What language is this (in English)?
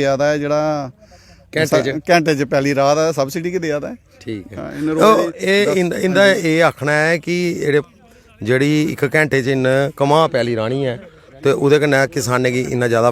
Dogri